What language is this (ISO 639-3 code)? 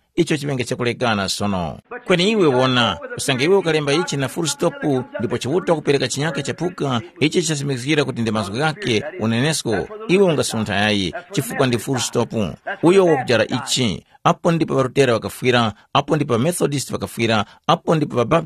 tum